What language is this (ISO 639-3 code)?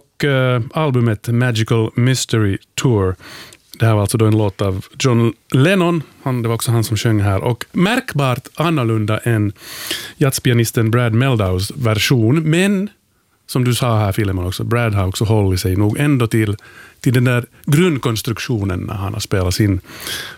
swe